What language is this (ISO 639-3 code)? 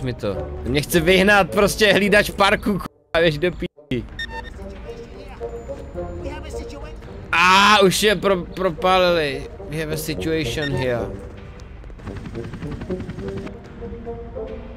ces